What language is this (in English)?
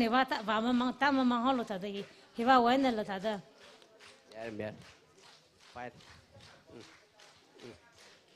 Tangkhul Naga (India)